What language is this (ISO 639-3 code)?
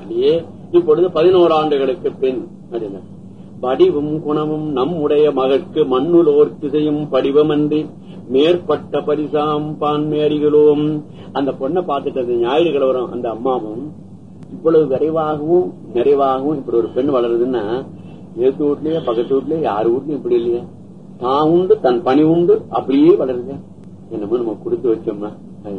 tam